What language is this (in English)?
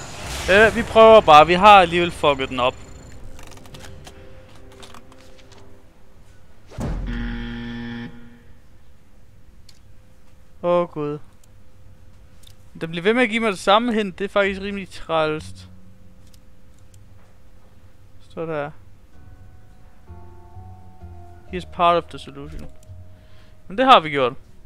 Danish